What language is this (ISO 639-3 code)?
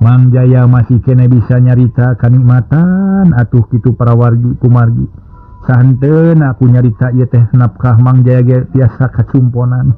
sun